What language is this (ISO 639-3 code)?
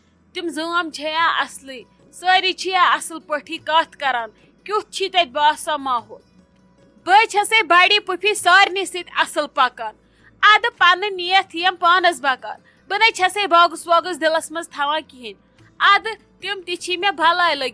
kas